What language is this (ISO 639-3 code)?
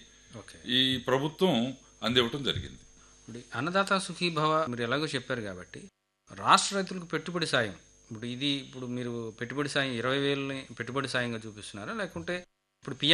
tel